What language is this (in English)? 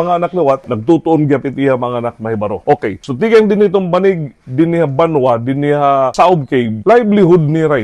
Waray